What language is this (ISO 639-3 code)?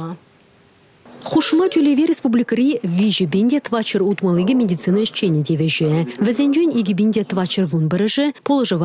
chv